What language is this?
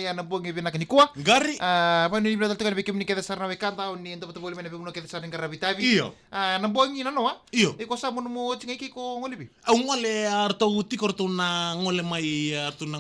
Fijian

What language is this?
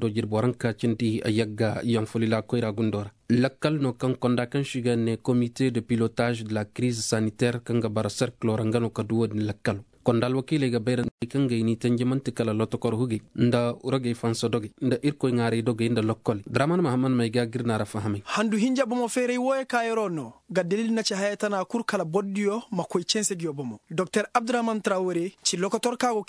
Koyraboro Senni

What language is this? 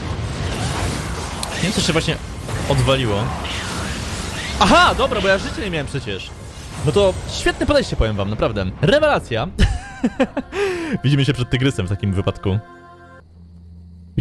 Polish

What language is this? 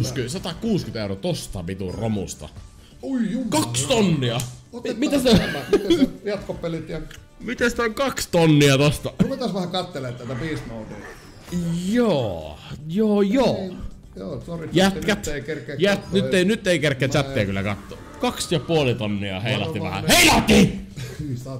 Finnish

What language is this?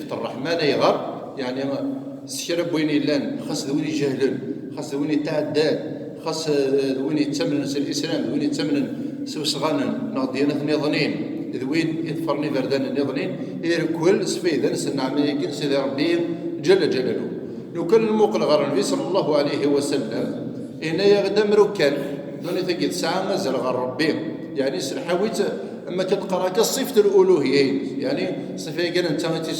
Kabyle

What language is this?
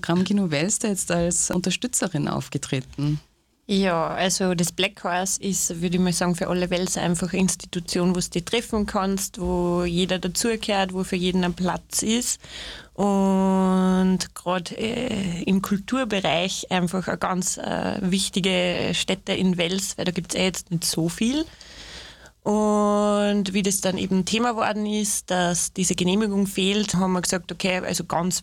German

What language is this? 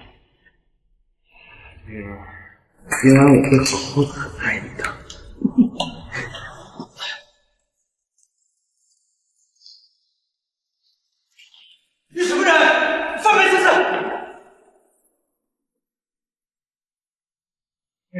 Chinese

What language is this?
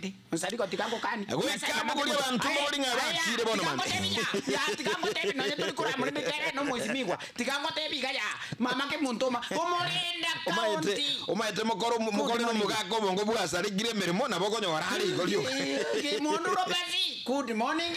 Gusii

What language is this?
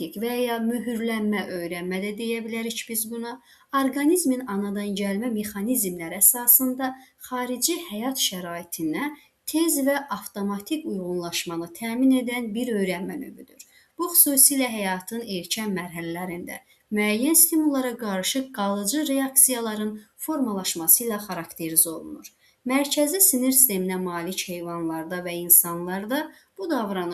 Azerbaijani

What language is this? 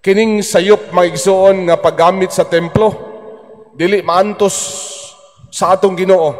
Cebuano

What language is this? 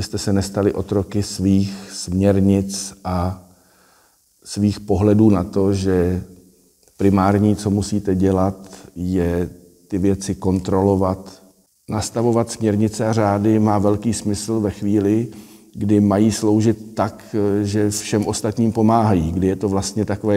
Czech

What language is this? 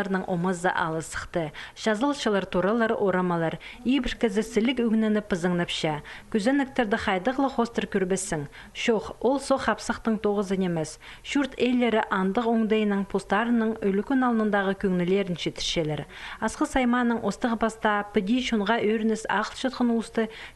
Khakas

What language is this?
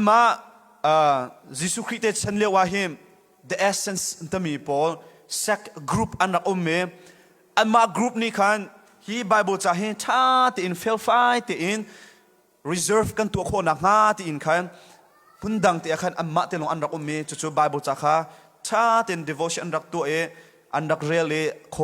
Hakha Chin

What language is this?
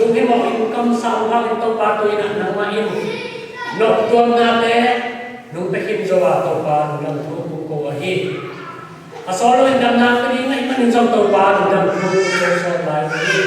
Tedim Chin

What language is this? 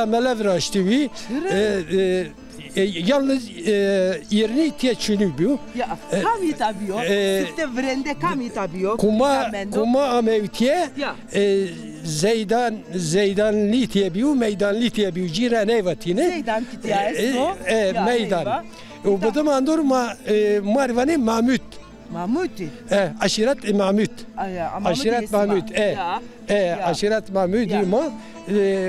Zaza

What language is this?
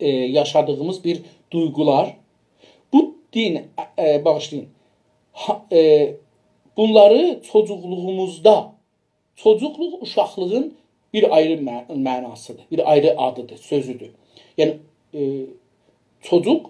South Azerbaijani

